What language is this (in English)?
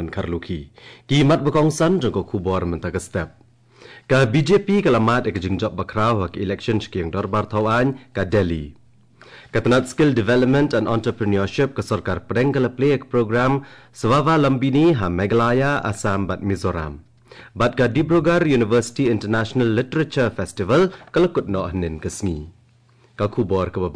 Khasi